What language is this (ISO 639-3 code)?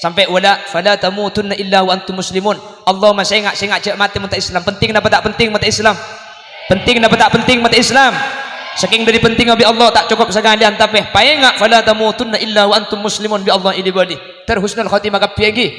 mad